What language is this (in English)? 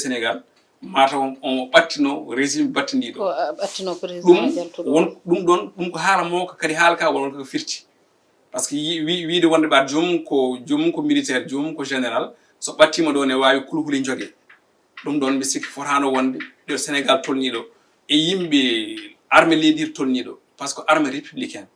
Fula